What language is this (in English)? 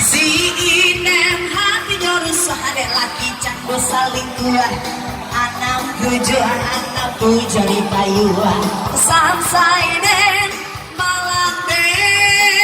Minangkabau